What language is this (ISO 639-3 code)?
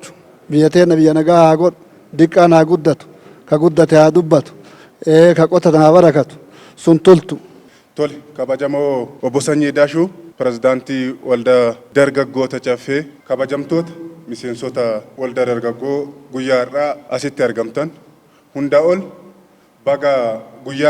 orm